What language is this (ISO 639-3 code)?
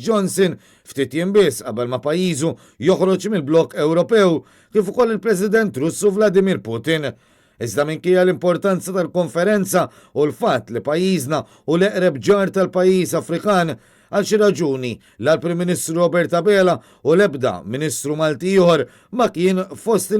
mlt